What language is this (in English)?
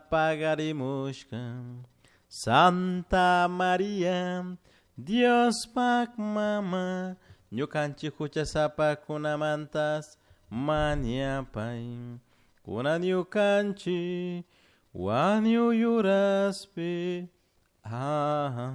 Chimborazo Highland Quichua